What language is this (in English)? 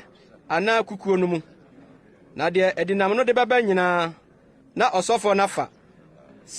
Akan